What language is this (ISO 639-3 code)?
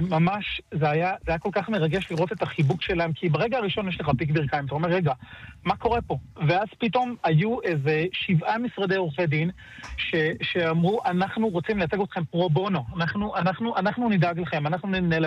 heb